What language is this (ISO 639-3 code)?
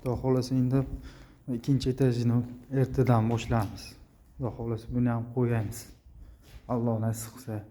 uzb